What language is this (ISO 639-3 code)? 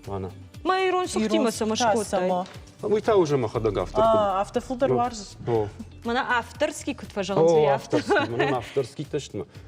oss